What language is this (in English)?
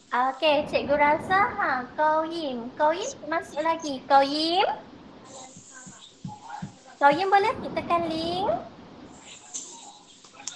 Malay